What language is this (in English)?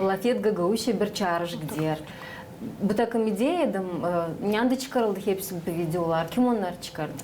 Gagauz